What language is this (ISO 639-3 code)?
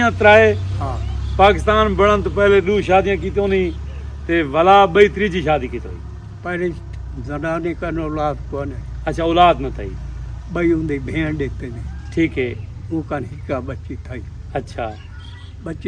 skr